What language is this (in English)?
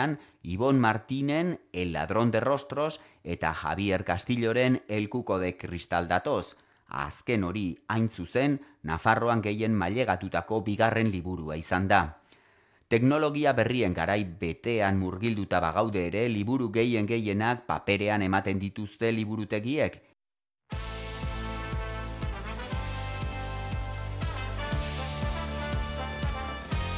Basque